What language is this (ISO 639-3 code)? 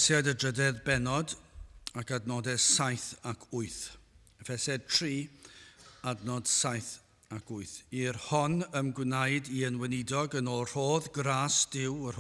cym